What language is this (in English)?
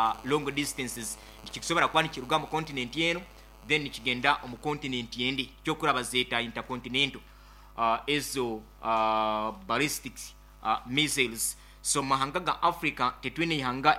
Nyoro